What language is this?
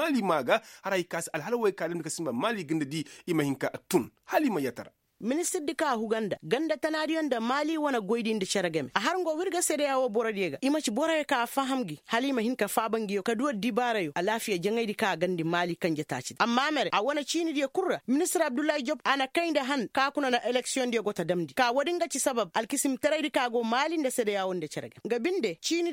Koyraboro Senni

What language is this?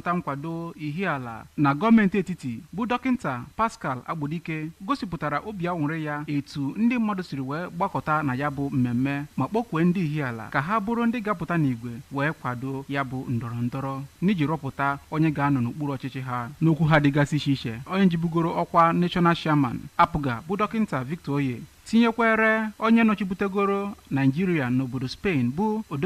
Igbo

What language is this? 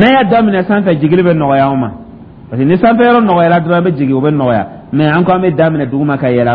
Dyula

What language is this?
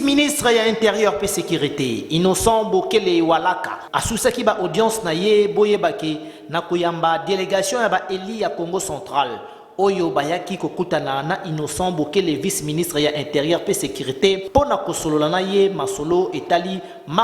Lingala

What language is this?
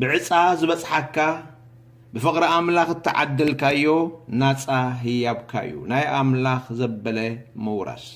Tigrinya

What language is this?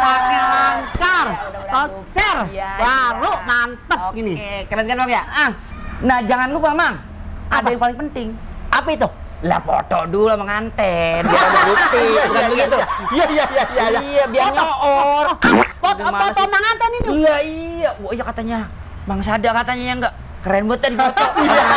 Betawi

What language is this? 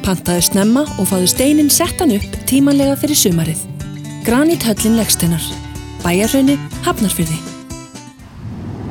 Icelandic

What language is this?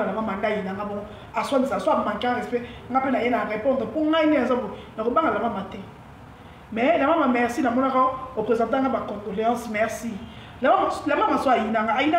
Lingala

